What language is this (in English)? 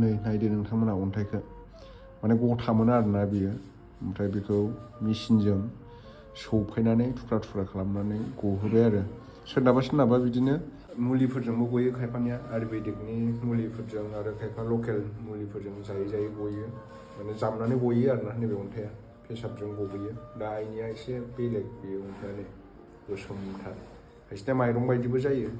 Bodo